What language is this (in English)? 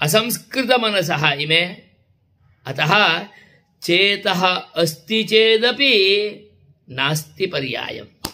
Sanskrit